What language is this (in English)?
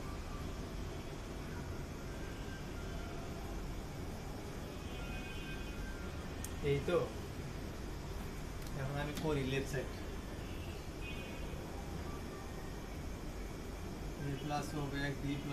Bangla